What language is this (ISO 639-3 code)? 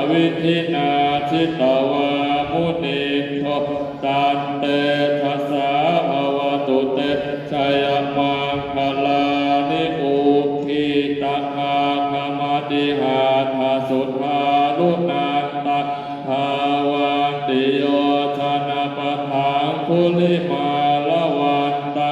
pli